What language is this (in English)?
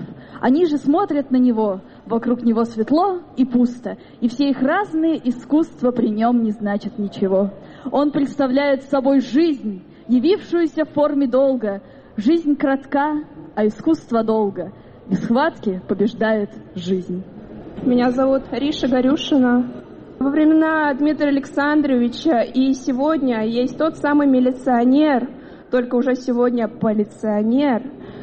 Russian